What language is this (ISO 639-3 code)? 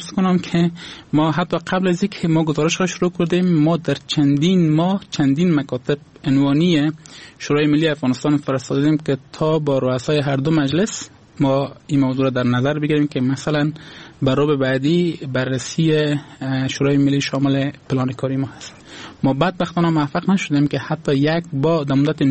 fas